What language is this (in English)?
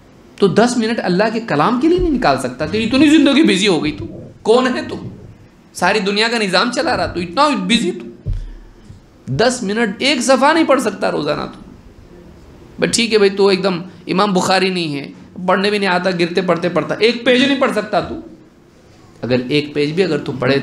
Urdu